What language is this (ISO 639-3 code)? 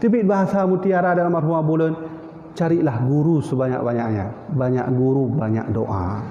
ace